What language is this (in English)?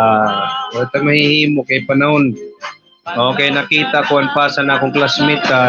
Waray